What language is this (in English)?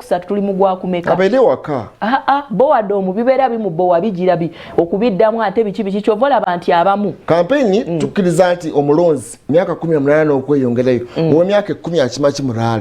Ganda